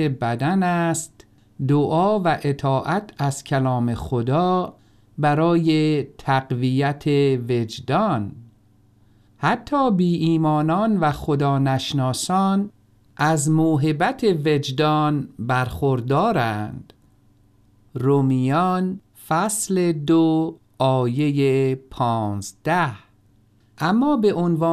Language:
Persian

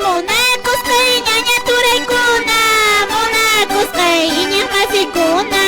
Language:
Quechua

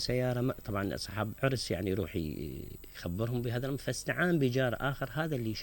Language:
Mesopotamian Arabic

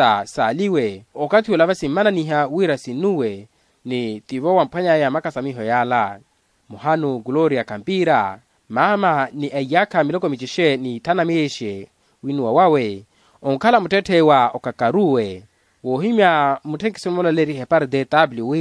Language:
Makhuwa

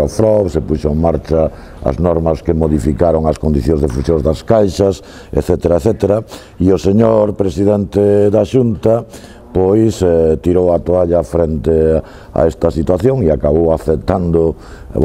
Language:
Galician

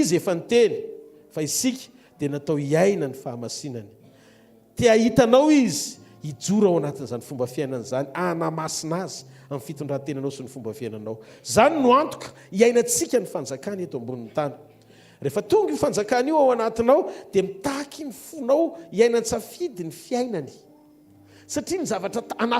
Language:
Malagasy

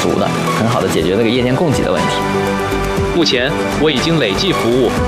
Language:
Chinese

